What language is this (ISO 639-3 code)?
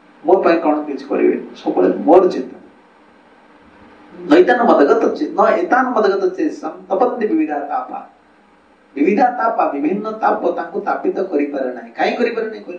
ori